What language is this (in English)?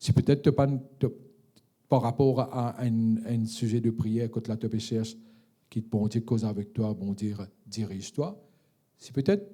Morisyen